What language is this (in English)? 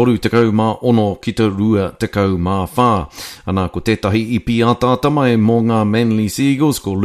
Māori